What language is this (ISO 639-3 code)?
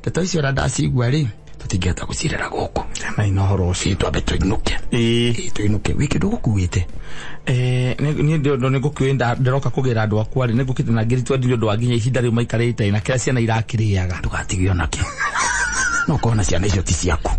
kik